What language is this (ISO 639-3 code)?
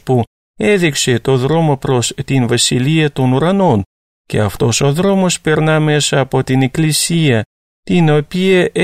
ell